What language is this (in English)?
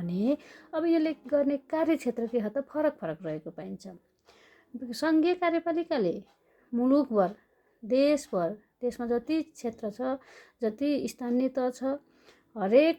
Nepali